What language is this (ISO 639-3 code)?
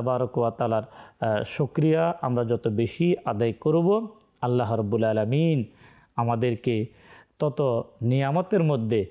ben